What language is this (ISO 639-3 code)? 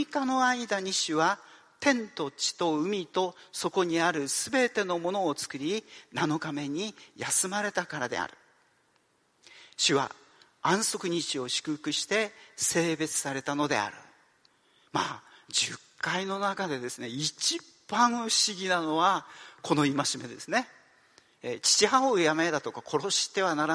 jpn